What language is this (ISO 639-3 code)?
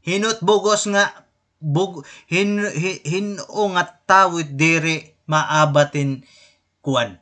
war